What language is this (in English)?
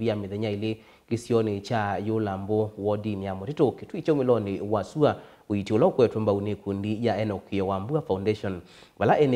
Kamba